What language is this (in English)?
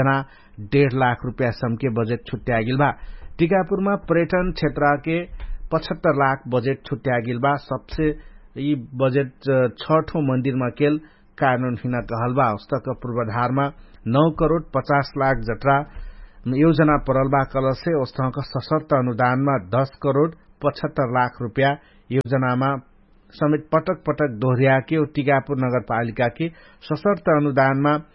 Dangaura Tharu